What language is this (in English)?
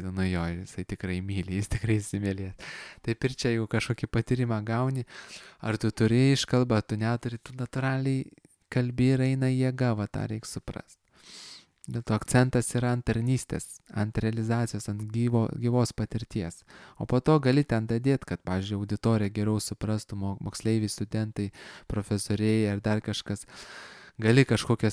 Lithuanian